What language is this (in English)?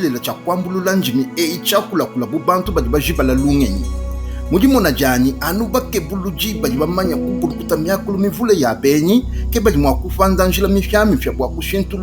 Luba-Lulua